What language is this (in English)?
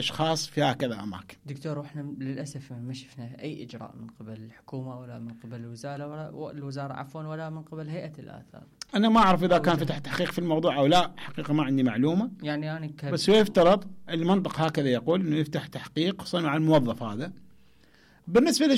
Mesopotamian Arabic